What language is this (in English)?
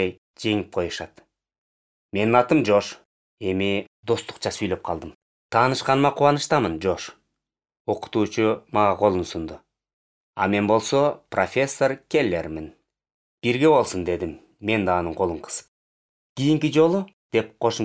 Kyrgyz